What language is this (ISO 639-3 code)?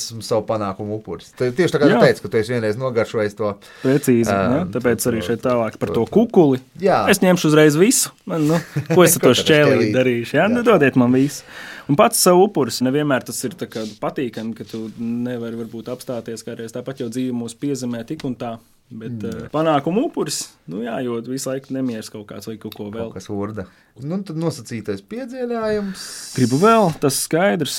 lav